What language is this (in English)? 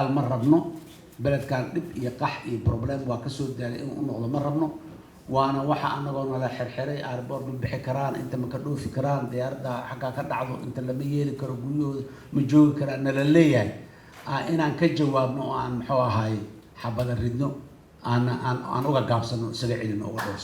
Somali